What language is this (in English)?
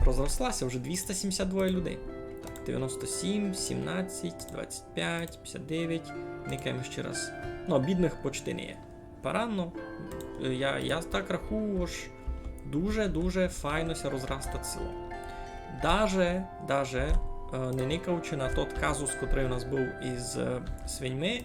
Rusyn